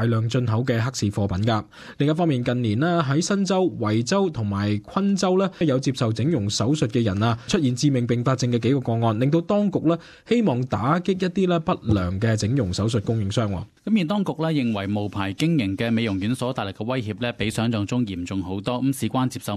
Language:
Cantonese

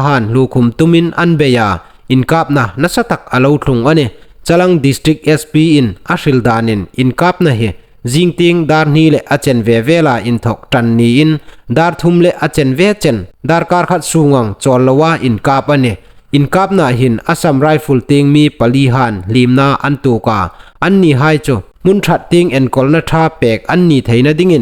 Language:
Hmar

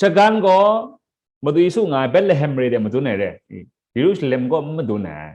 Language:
Kachin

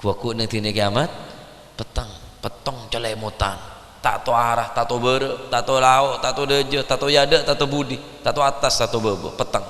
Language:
Madurese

